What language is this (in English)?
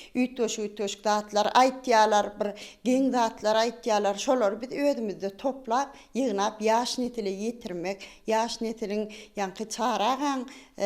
Turkmen